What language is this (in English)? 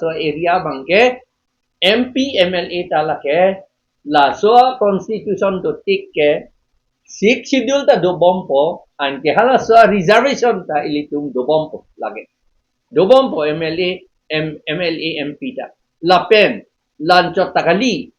Karbi